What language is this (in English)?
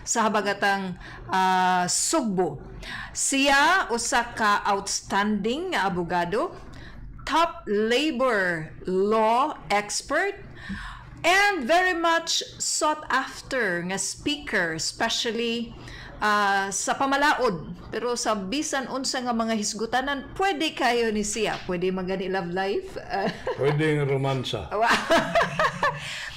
Cebuano